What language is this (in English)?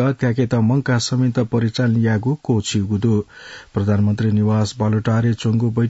Newari